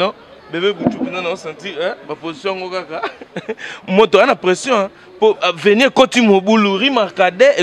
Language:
Lingala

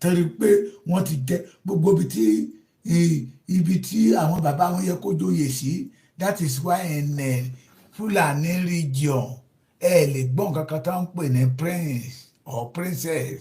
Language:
Yoruba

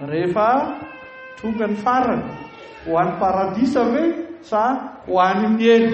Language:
Malagasy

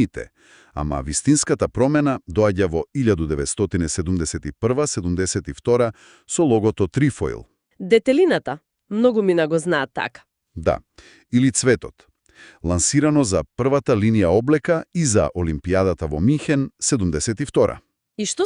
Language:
Macedonian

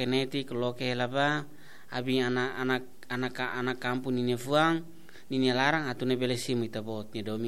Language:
Tetum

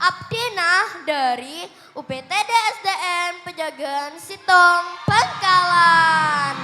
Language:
Madurese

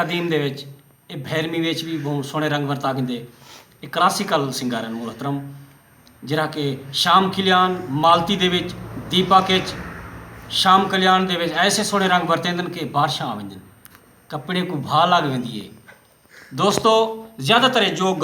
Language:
Saraiki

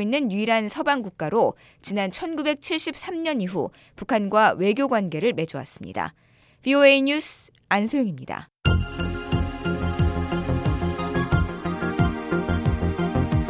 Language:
Korean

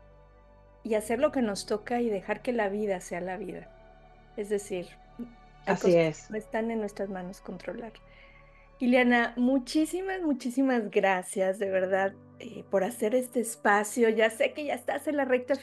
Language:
Spanish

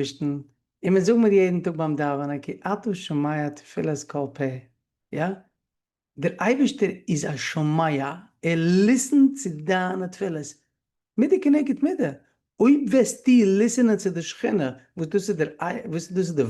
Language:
Yiddish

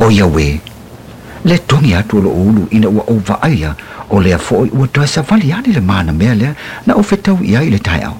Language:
Samoan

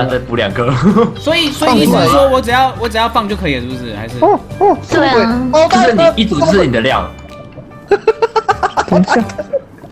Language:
Chinese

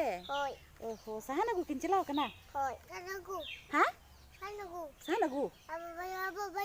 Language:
Santali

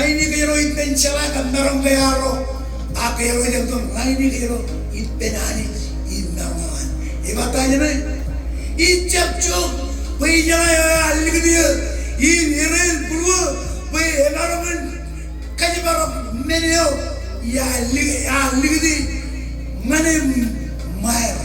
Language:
Marshallese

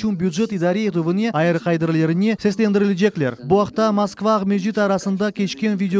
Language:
Crimean Tatar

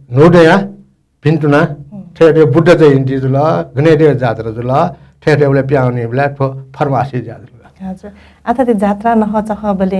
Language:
Newari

